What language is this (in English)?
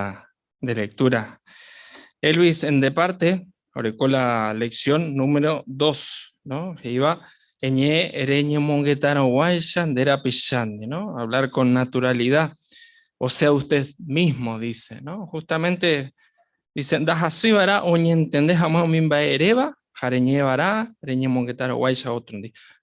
Guarani